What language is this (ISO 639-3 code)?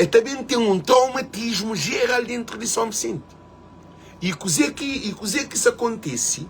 kea